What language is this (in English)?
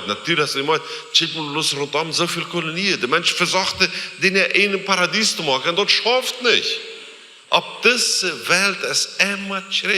Plautdietsch